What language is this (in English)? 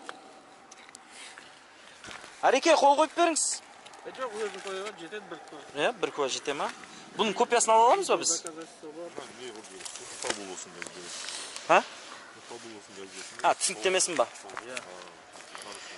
Kazakh